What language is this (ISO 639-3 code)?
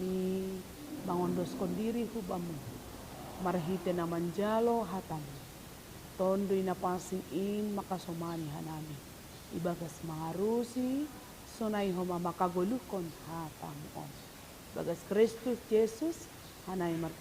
bts